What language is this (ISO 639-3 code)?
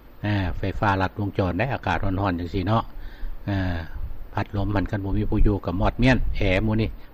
lao